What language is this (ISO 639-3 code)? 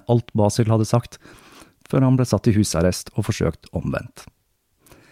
nor